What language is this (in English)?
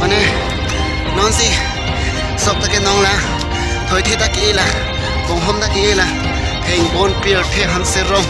Karbi